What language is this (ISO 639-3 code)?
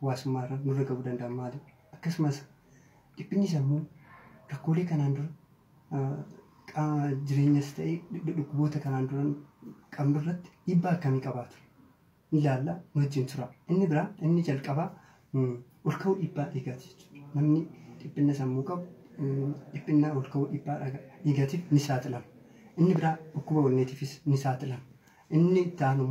orm